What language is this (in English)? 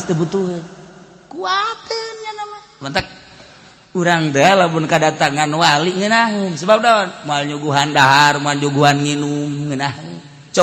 Sundanese